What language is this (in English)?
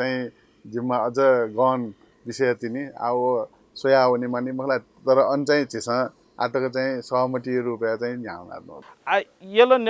Newari